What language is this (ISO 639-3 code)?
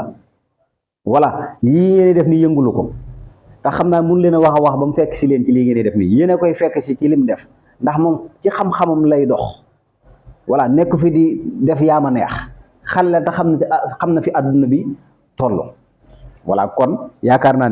wol